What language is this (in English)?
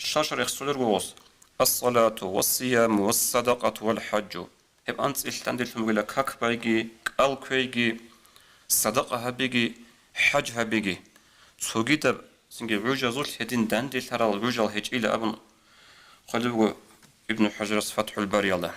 Avaric